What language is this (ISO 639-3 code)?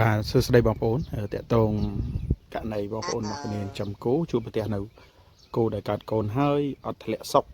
khm